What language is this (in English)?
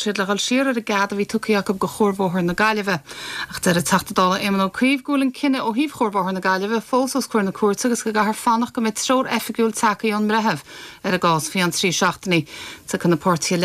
Irish